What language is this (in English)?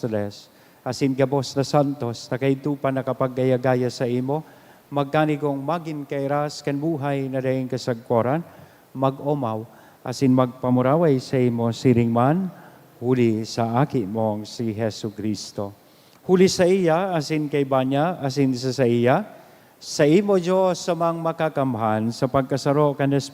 Bikol